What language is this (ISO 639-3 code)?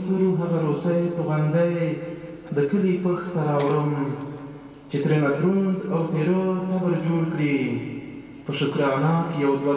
pus